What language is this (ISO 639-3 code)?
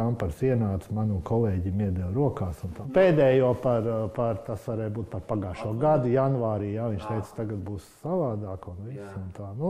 lav